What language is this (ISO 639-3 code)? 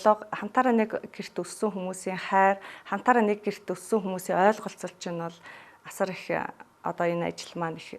mon